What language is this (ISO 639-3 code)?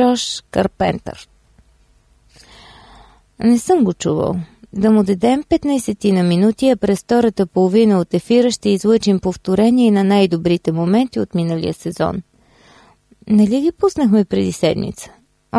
bul